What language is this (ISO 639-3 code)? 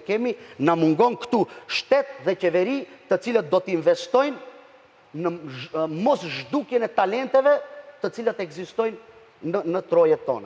sqi